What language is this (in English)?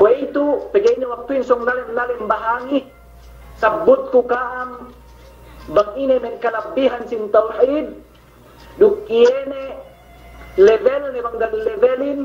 Yakan